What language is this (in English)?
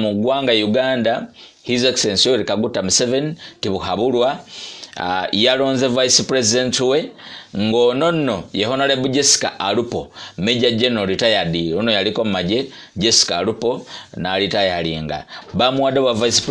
Ganda